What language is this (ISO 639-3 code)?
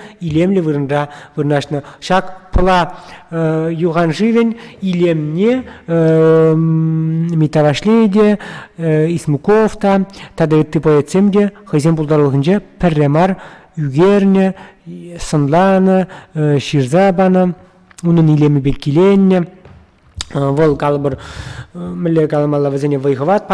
chv